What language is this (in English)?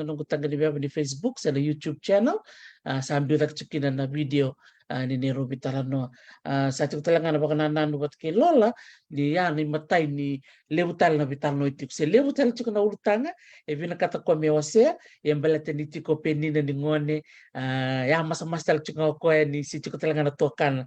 Fijian